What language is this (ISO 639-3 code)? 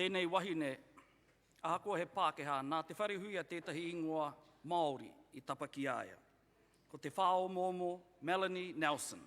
mri